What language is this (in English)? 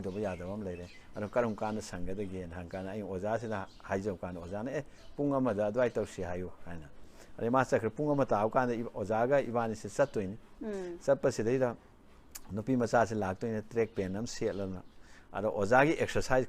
Manipuri